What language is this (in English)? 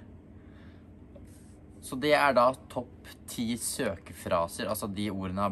Norwegian